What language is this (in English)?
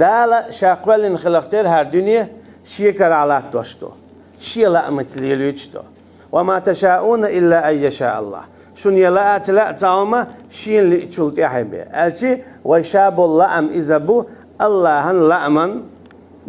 Chechen